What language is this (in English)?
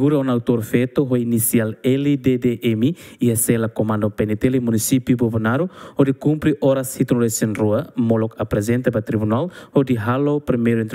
Tetum